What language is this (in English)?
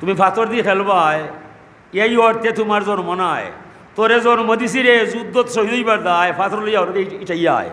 Sylheti